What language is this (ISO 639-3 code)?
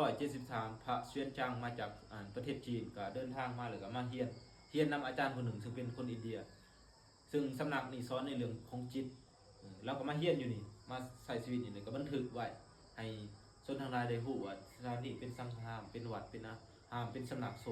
lao